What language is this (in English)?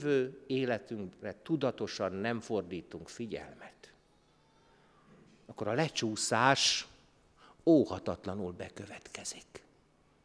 Hungarian